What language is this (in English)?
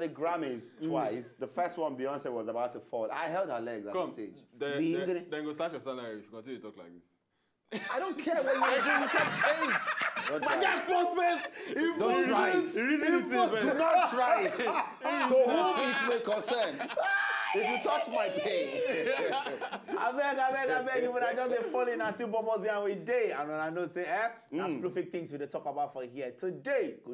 Nigerian Pidgin